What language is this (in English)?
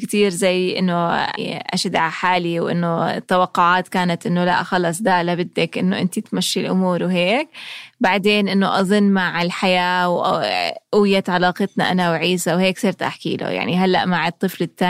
North Levantine Arabic